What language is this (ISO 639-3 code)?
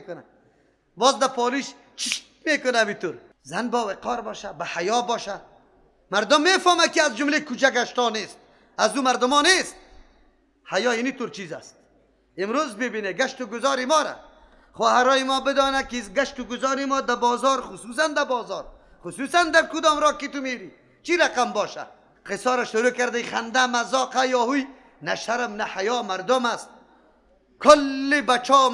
fas